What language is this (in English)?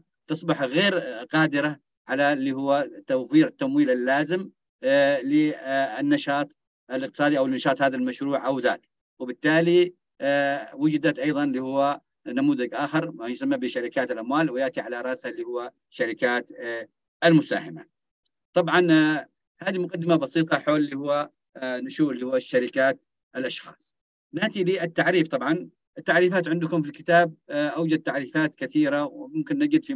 Arabic